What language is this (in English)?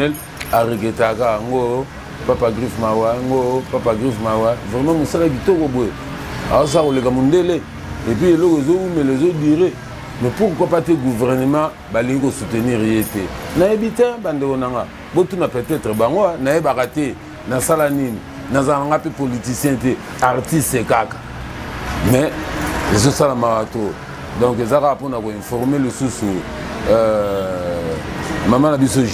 Lingala